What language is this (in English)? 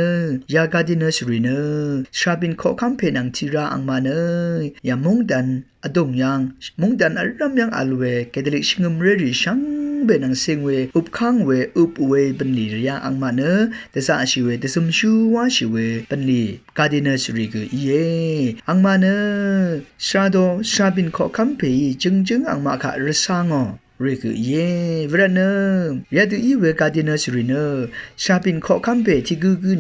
Rawang